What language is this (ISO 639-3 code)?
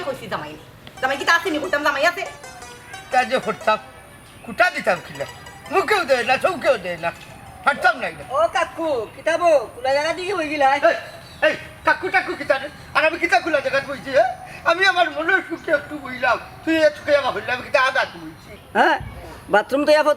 syl